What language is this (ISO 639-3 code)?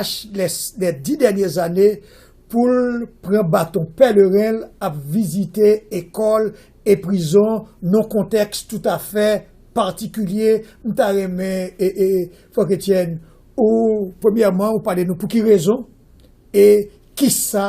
hat